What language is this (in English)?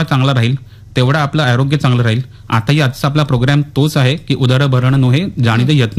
Marathi